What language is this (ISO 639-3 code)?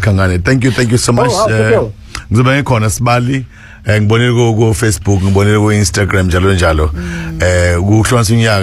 zul